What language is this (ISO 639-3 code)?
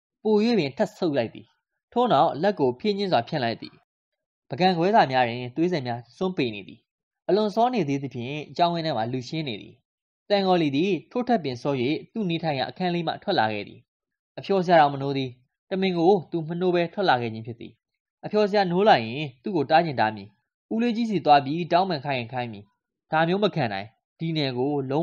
mya